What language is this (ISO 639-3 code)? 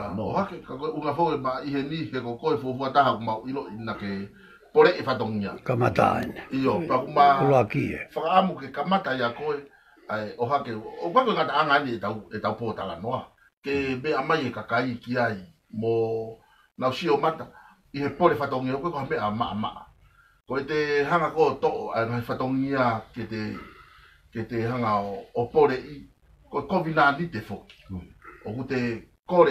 ton